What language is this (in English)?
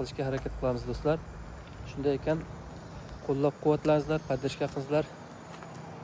Uzbek